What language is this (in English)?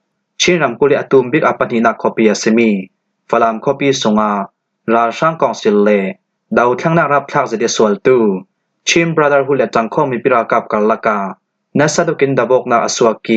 Falam Chin